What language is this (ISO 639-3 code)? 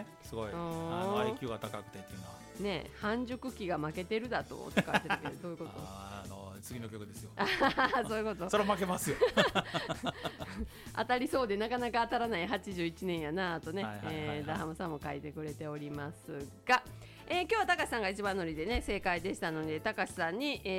jpn